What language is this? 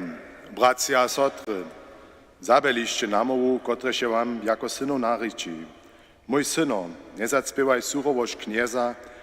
Upper Sorbian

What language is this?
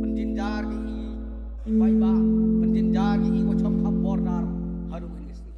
Khasi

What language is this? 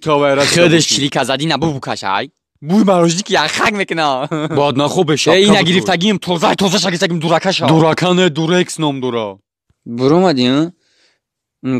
Tajik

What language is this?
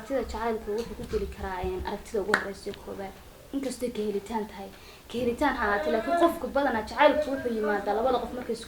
Somali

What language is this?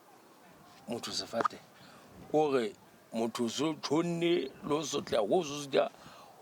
Southern Sotho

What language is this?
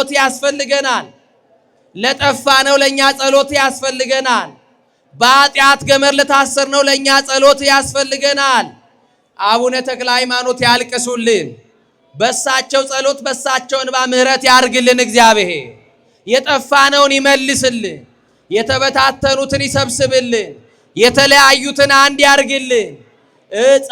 Amharic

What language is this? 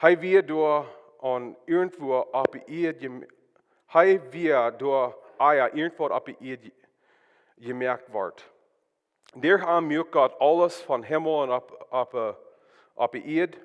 Plautdietsch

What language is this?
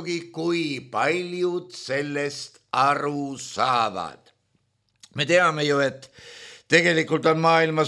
Estonian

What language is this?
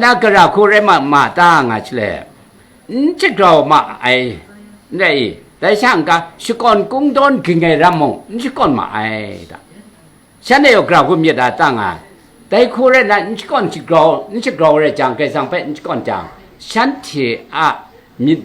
Kachin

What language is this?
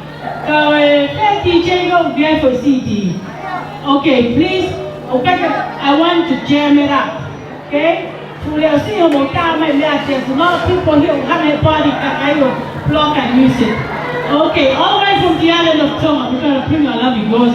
Tongan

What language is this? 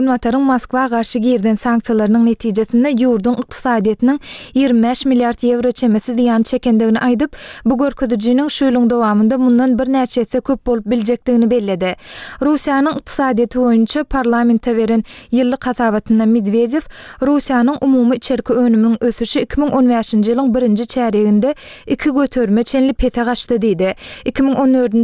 Turkmen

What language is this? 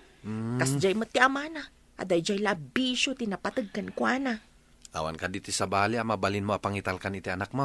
Iloko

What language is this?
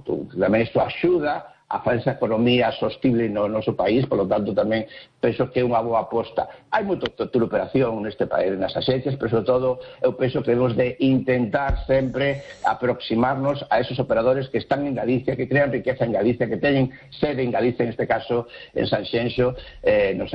Galician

